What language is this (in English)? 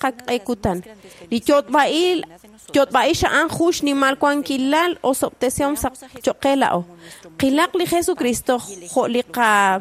Kekchí